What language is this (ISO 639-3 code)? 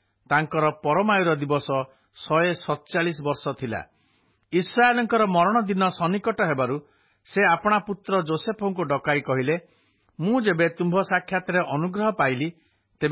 ori